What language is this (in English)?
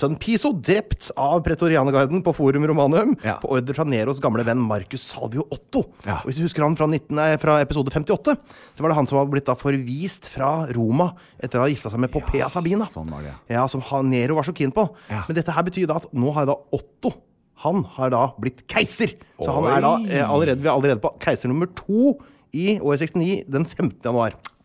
Norwegian